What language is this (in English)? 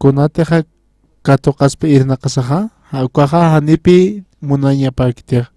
Aymara